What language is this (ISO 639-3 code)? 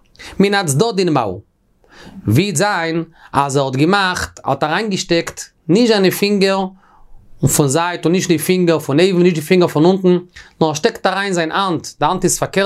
yid